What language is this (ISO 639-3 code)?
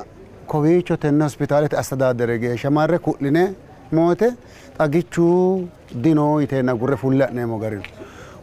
sid